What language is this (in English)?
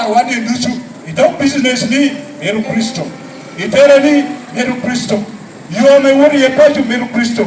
Lango (Uganda)